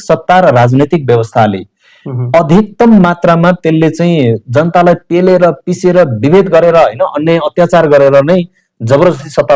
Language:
Nepali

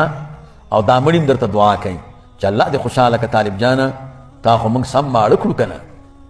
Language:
Pashto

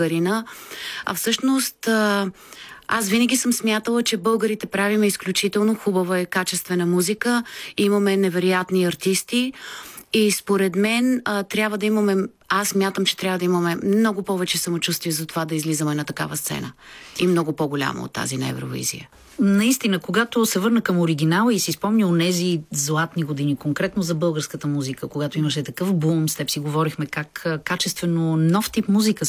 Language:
Bulgarian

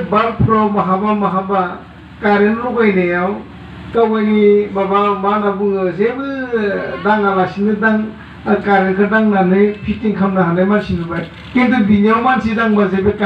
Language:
Bodo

